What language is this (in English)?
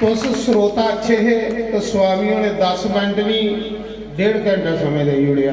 Dogri